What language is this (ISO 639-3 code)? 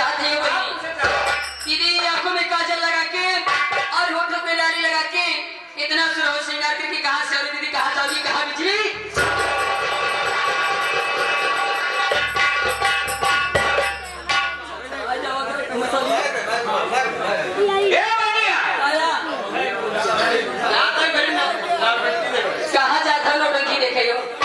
bho